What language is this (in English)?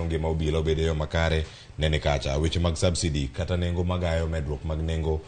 Luo (Kenya and Tanzania)